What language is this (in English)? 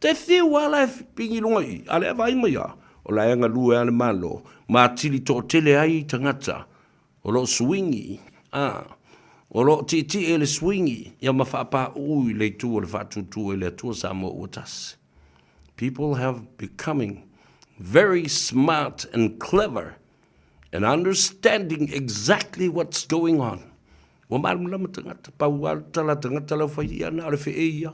Samoan